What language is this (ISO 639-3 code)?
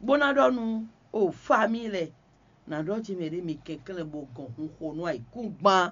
fon